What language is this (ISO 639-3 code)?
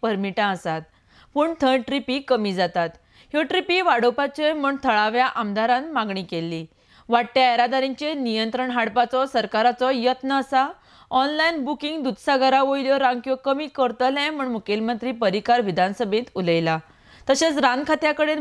kok